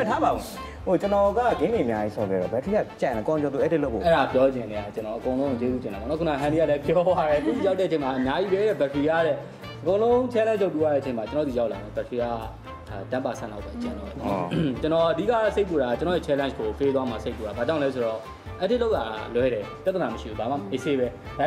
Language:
Burmese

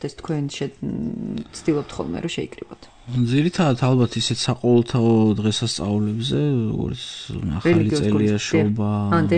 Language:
Georgian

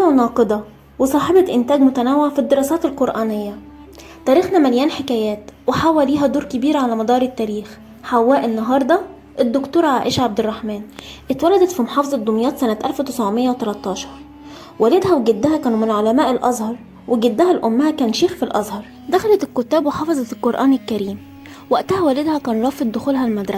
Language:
Egyptian Arabic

